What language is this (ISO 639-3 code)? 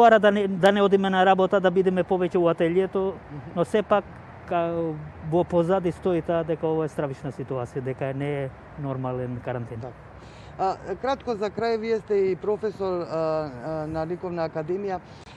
mkd